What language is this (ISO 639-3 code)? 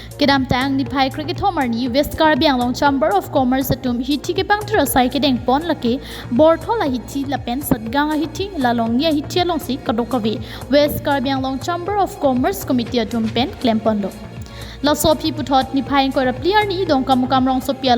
mjw